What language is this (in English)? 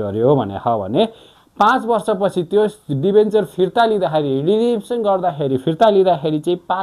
Nepali